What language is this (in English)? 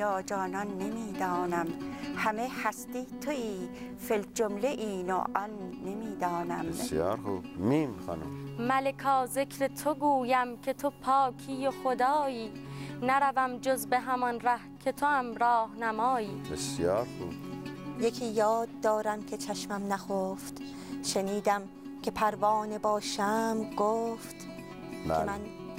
Persian